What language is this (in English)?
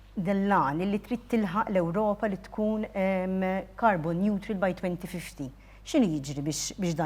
Maltese